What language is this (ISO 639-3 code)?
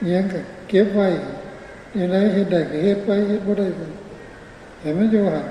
tts